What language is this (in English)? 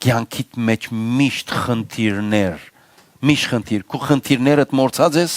Western Armenian